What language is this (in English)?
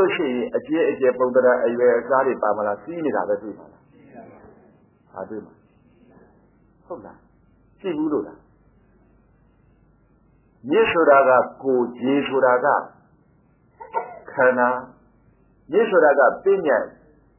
Burmese